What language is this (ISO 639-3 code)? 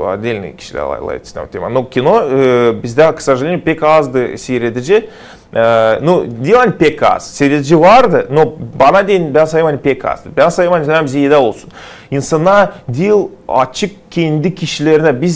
gag